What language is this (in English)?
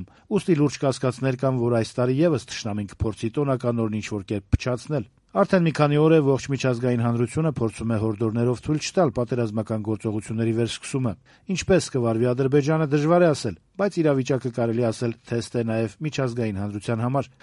Armenian